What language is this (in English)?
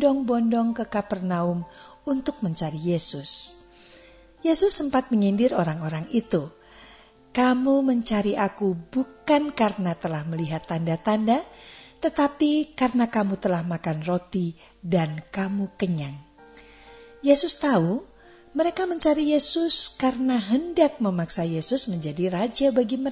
Indonesian